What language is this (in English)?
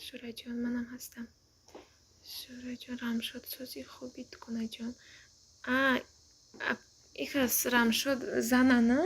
Tajik